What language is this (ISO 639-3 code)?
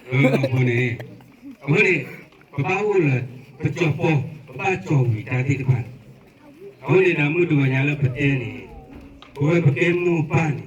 ksw